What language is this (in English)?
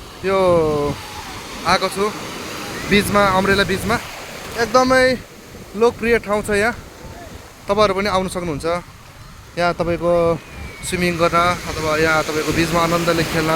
Nepali